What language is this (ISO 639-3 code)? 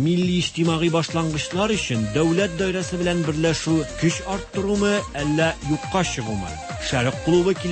tat